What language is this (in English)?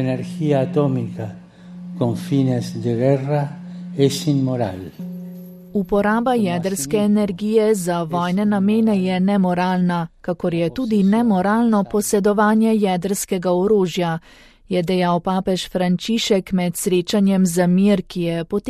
Slovenian